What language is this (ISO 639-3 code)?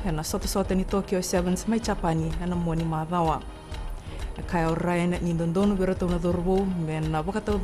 fij